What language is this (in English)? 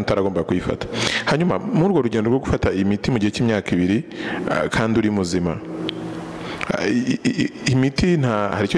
Kinyarwanda